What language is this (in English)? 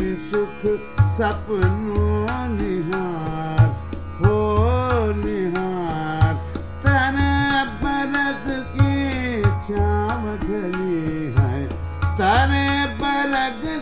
Hindi